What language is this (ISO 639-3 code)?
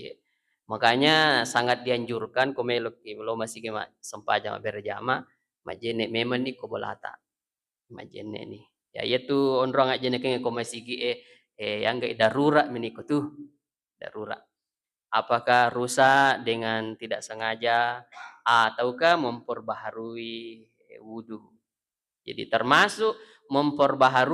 bug